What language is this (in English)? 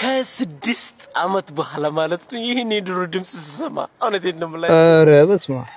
Amharic